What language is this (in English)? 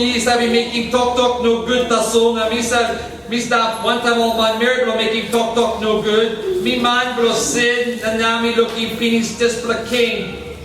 Tok Pisin